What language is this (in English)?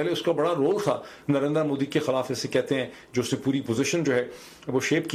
Urdu